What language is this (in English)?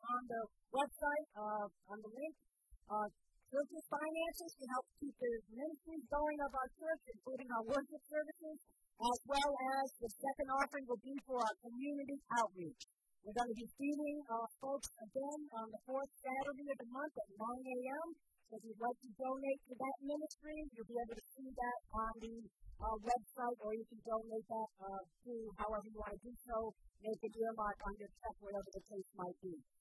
English